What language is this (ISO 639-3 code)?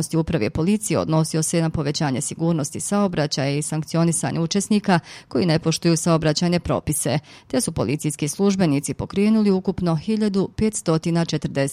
bos